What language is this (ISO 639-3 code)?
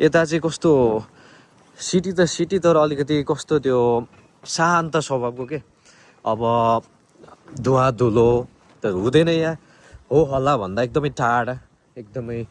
nep